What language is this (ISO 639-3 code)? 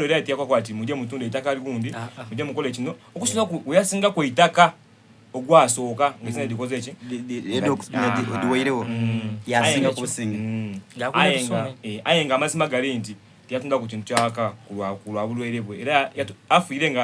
xog